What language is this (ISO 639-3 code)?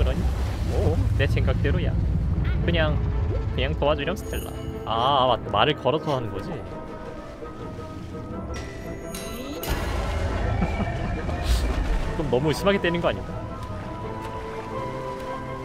kor